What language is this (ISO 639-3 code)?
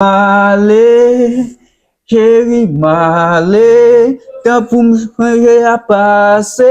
hat